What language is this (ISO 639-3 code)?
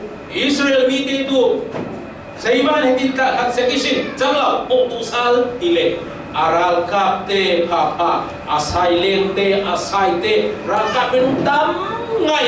cfm